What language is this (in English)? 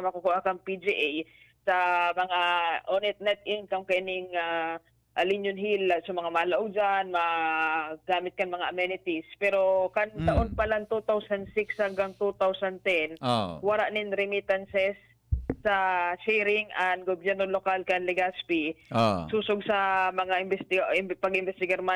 Bikol